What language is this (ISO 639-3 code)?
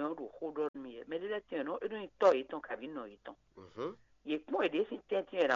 fon